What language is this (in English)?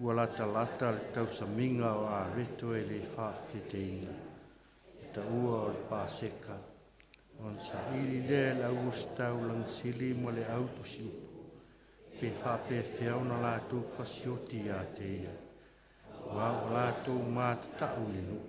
Samoan